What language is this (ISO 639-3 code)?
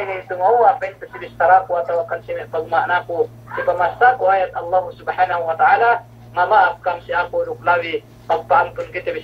yka